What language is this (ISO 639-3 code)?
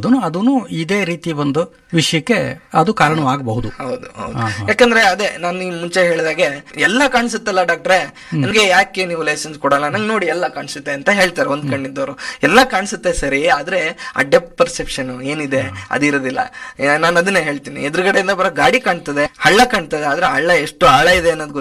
kan